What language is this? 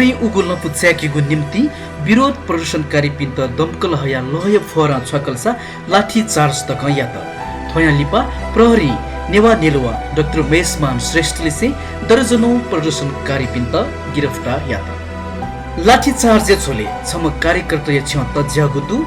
Newari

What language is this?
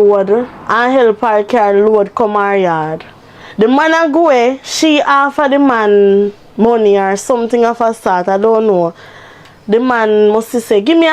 Jamaican Creole English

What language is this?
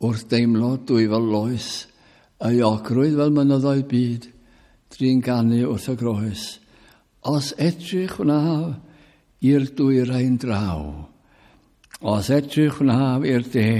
Welsh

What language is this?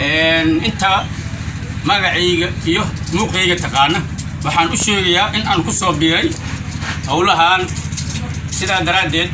Somali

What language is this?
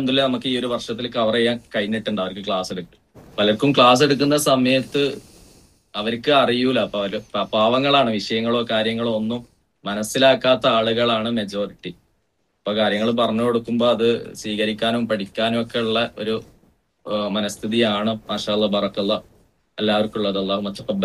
Malayalam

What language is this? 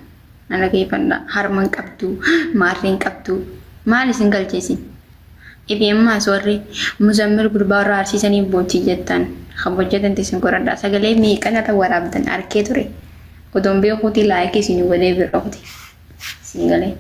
Oromo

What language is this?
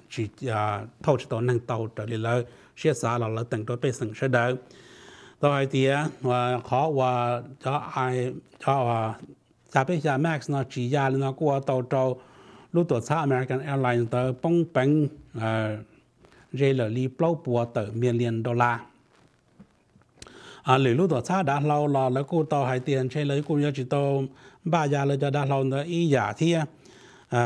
Vietnamese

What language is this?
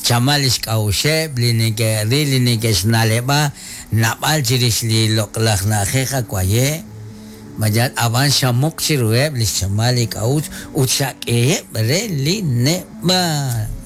Kekchí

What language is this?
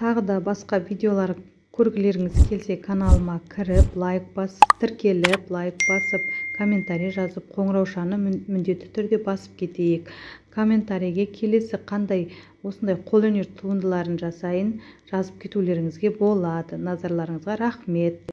Kazakh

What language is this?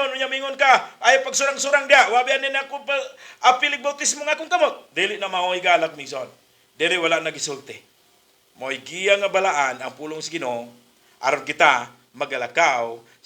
Cebuano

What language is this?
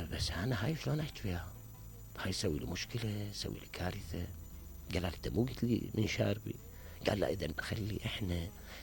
Mesopotamian Arabic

